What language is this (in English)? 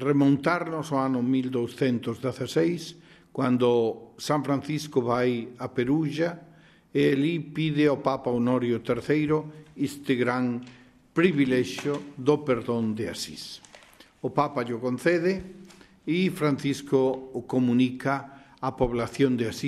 Galician